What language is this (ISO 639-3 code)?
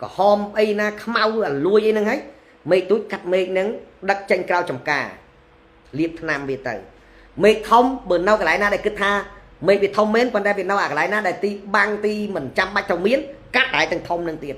khm